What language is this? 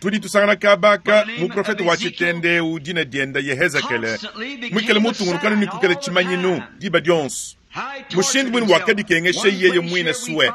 Luba-Lulua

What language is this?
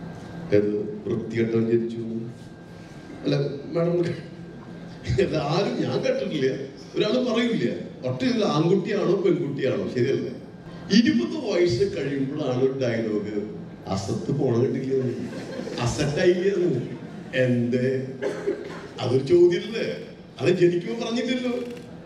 Malayalam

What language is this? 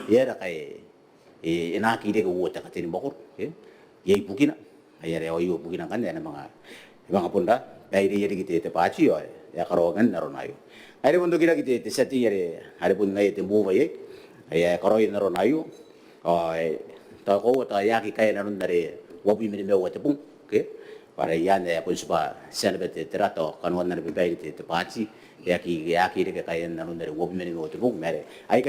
Gilbertese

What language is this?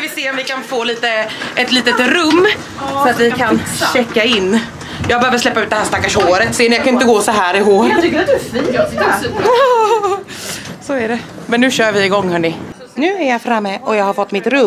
Swedish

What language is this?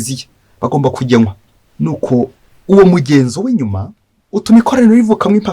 Kinyarwanda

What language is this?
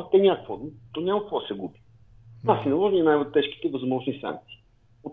Bulgarian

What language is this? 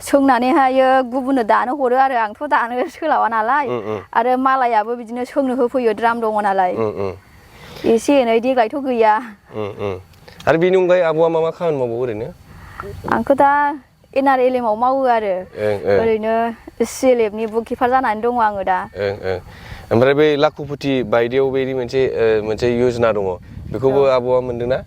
Bodo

